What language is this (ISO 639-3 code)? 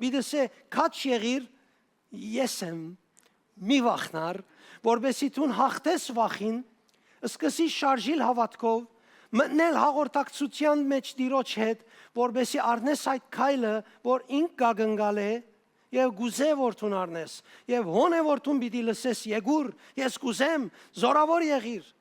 hyw